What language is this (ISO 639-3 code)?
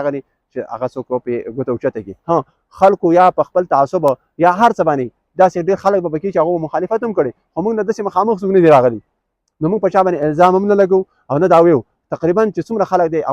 pus